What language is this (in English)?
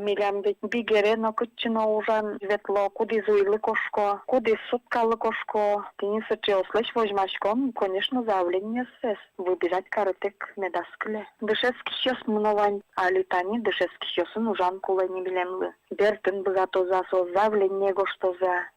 Udmurt